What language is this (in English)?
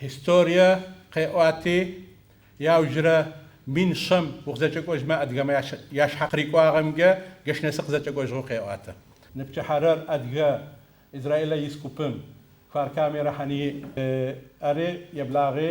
Adyghe